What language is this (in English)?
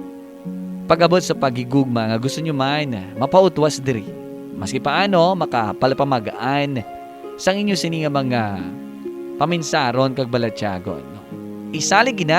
Hiligaynon